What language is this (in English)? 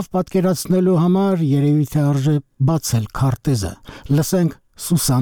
Armenian